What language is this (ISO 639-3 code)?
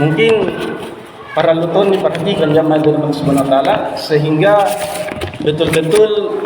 mak